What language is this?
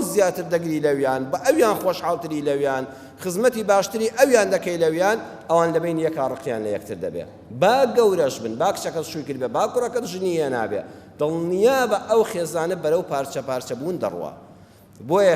Central Kurdish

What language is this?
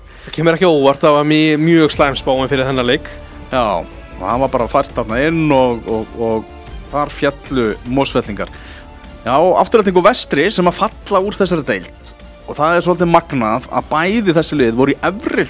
Icelandic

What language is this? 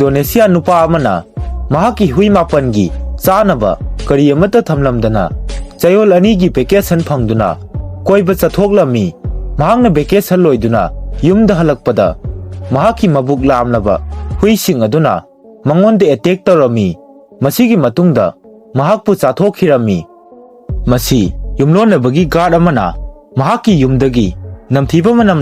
Manipuri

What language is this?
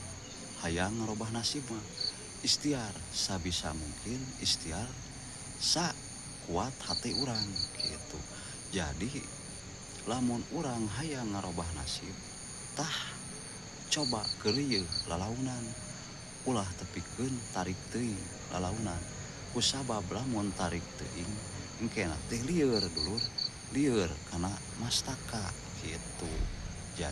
Sundanese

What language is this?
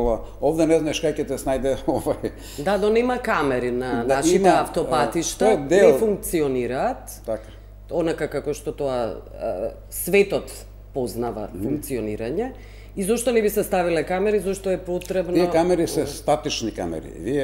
Macedonian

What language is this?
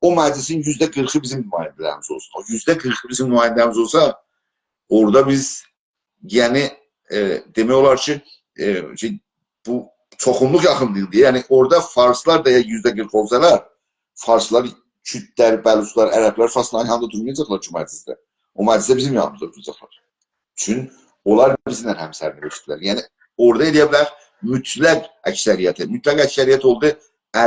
South Azerbaijani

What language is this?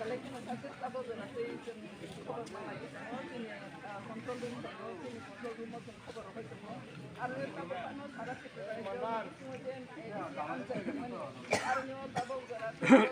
Kok Borok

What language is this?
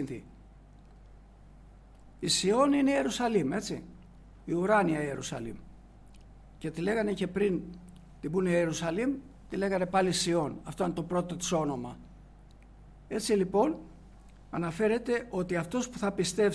Greek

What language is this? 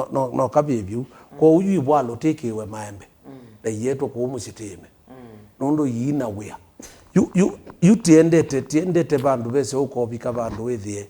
Kamba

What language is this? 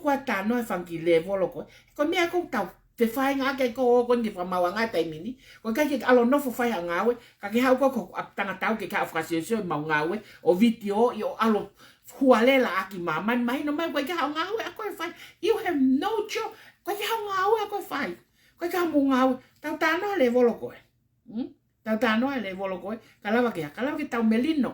Tongan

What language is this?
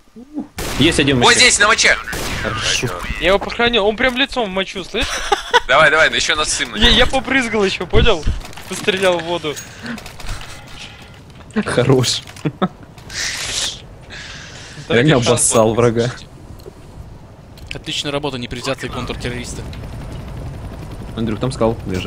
Russian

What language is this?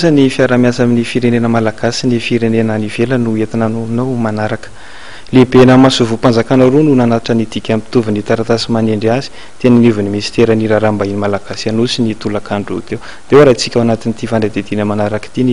Malagasy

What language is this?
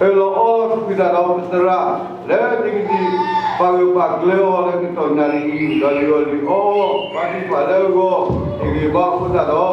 S'gaw Karen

